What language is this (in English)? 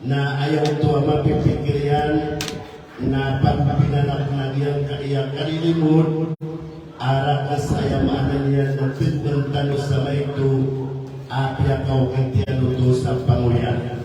Maranao